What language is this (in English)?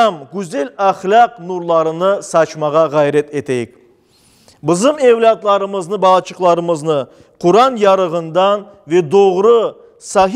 Crimean Tatar